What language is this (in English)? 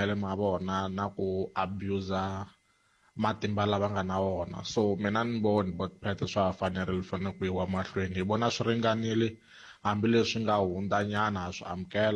Tsonga